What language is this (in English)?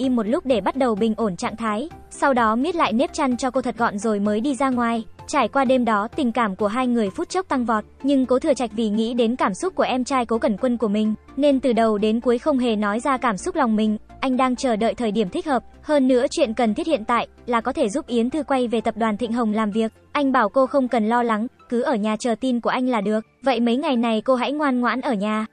Vietnamese